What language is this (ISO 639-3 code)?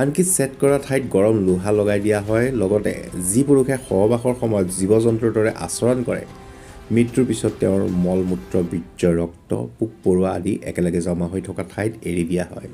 asm